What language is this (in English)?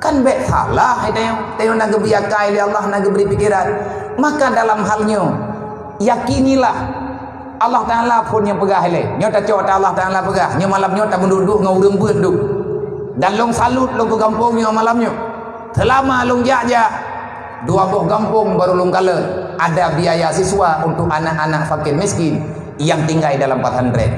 Achinese